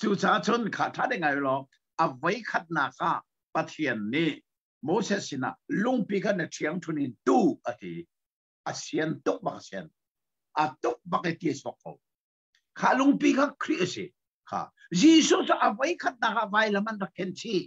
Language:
Hakha Chin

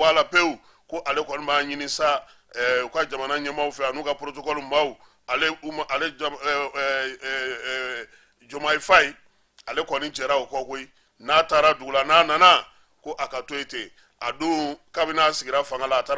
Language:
Bambara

